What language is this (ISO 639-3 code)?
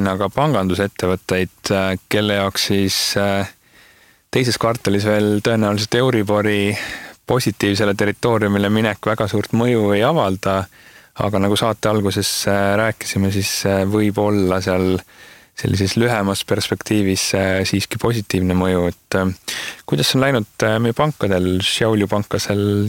est